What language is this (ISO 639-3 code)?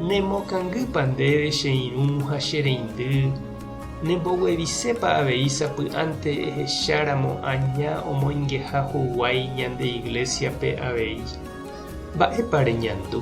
grn